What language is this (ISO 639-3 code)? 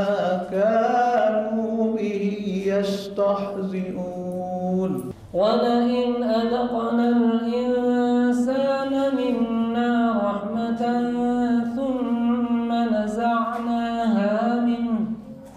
ara